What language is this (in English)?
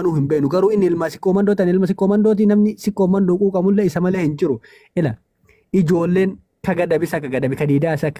Oromo